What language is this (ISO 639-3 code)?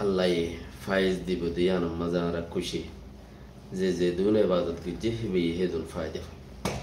rhg